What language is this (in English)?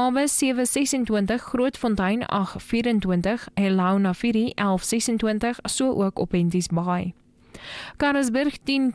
Afrikaans